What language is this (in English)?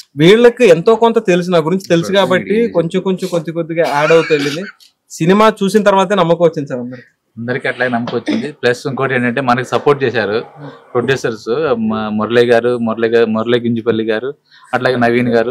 Telugu